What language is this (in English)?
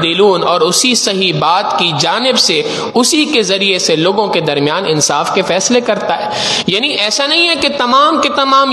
Urdu